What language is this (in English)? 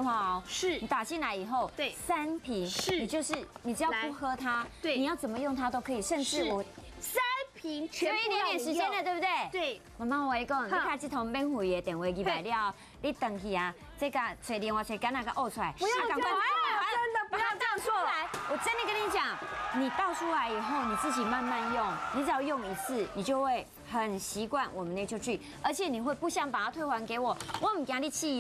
Chinese